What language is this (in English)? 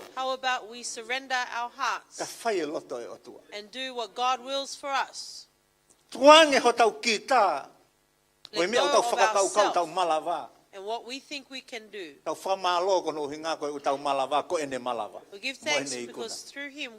Tongan